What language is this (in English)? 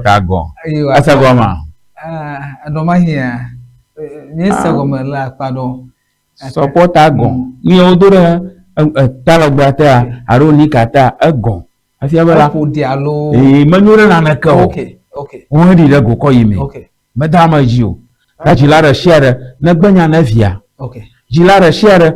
Ewe